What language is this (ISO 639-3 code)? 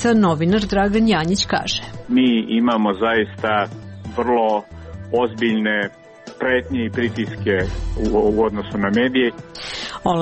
srp